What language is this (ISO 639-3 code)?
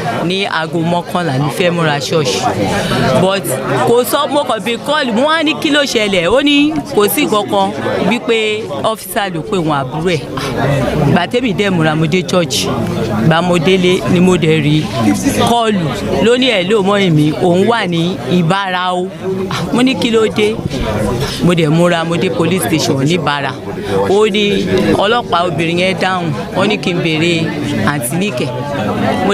yor